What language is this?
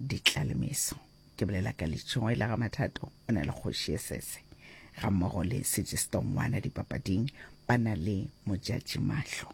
Northern Sotho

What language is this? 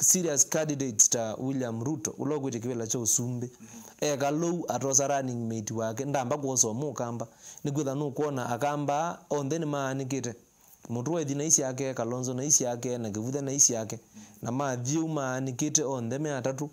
Kamba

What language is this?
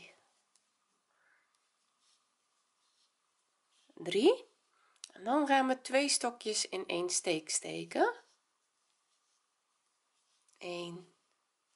Dutch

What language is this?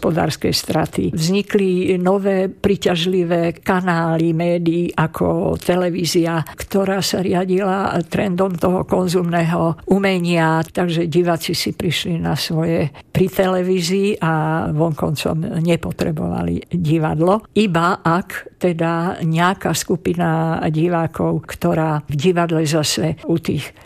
Slovak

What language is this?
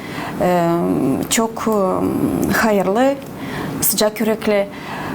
Gagauz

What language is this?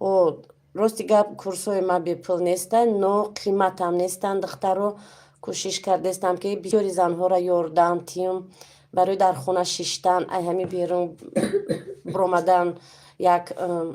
Tajik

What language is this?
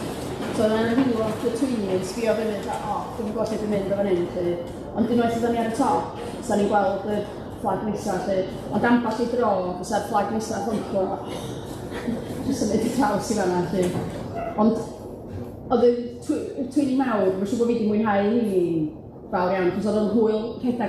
Welsh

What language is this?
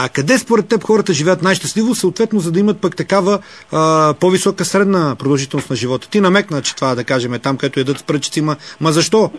Bulgarian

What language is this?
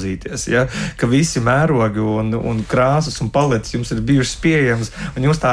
Latvian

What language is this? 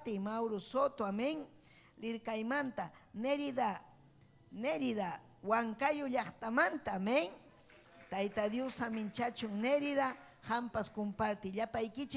Ayacucho Quechua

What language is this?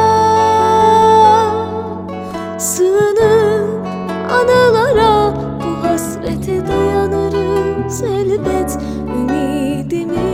Turkish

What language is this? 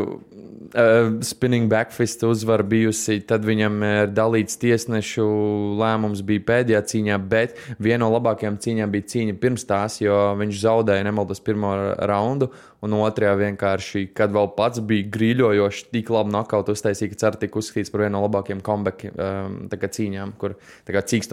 Latvian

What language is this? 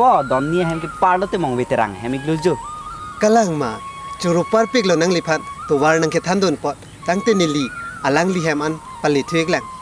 Karbi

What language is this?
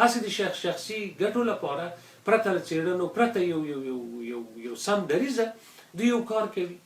Pashto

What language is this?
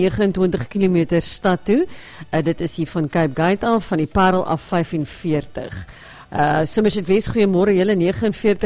Afrikaans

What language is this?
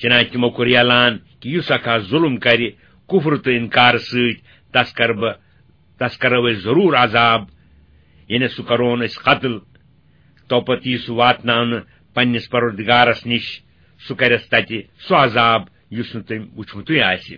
Kashmiri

